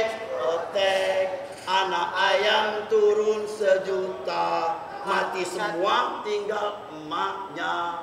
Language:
Musi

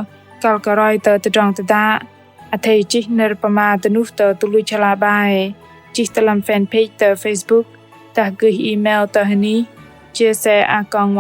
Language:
Bahnar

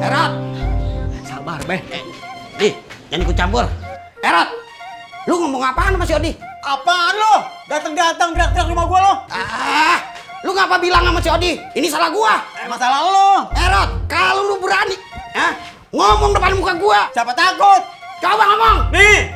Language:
Betawi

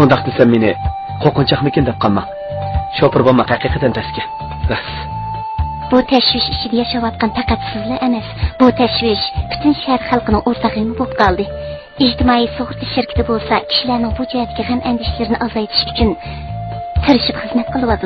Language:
Uyghur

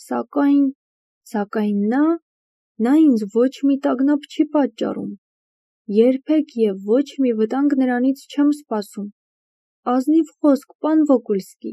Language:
Armenian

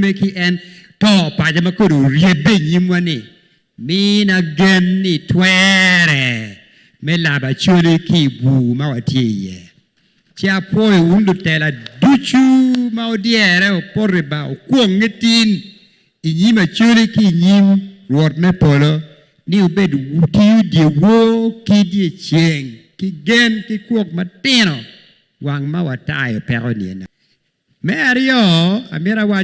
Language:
Acoli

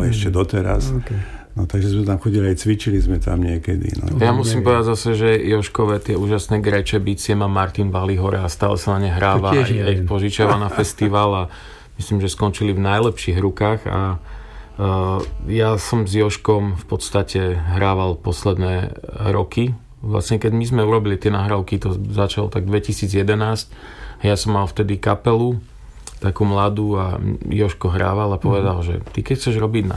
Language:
Slovak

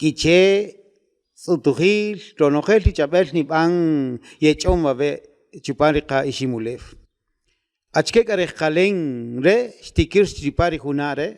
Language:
Kaqchikel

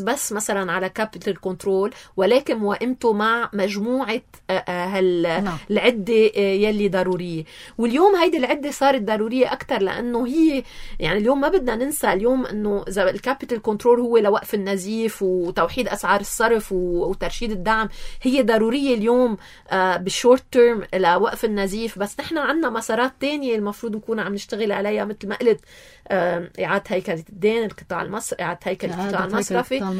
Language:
North Levantine Arabic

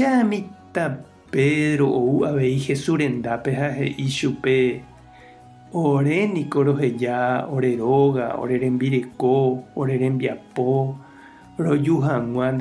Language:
Guarani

